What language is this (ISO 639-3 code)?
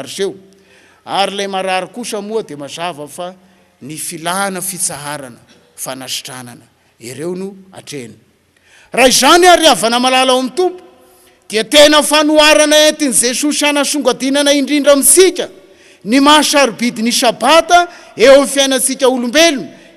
mlg